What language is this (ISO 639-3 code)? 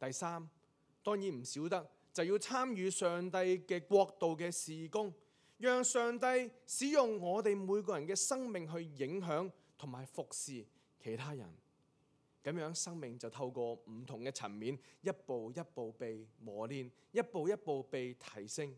yue